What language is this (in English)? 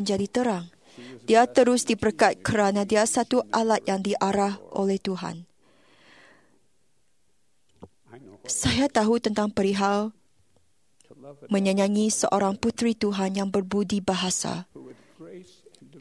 Malay